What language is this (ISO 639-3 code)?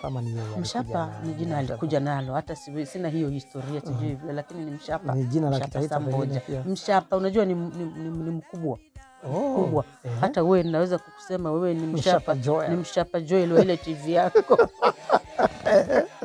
swa